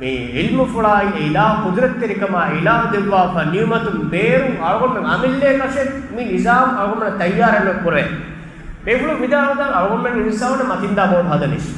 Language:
Divehi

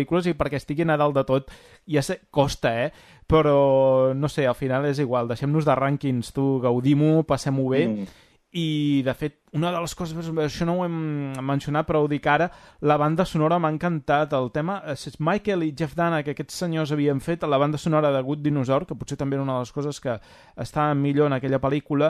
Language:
Catalan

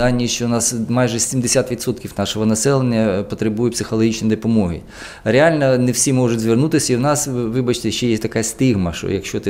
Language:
Ukrainian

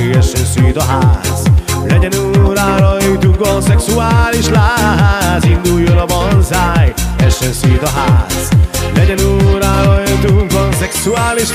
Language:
Hungarian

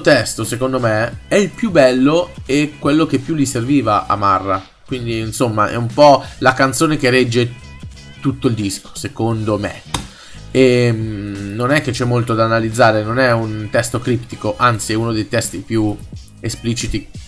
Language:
Italian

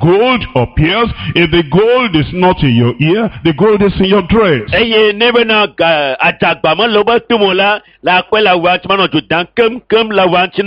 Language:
Ewe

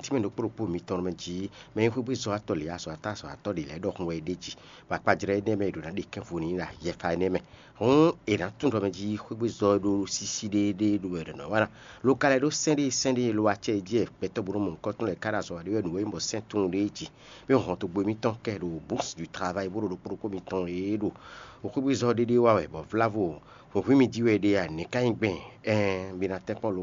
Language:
Fon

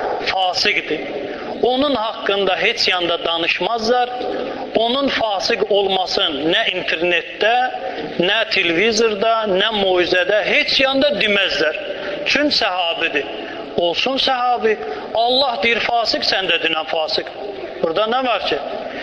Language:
Azerbaijani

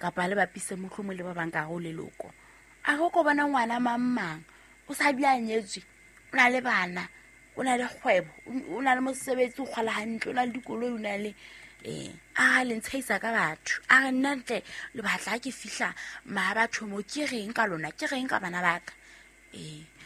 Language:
Southern Sotho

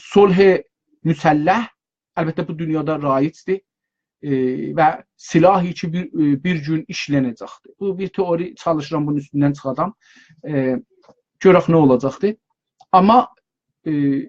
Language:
South Azerbaijani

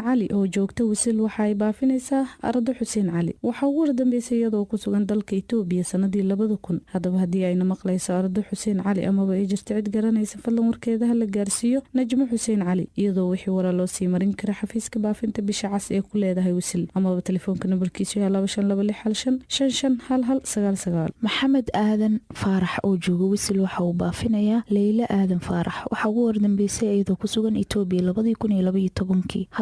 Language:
Somali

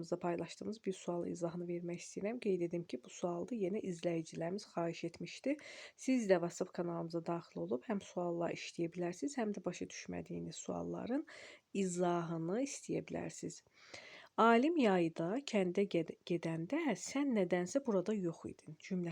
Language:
Azerbaijani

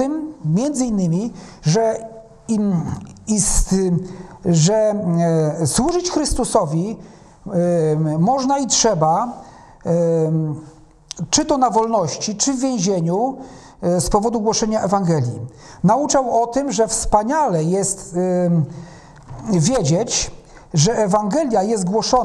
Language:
Polish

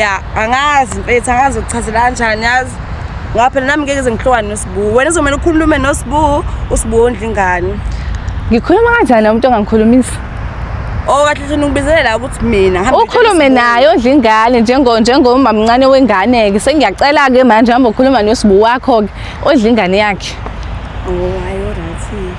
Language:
Zulu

